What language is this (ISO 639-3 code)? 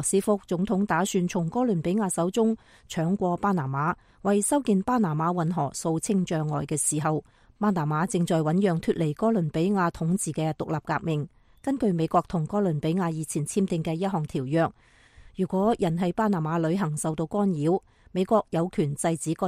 yue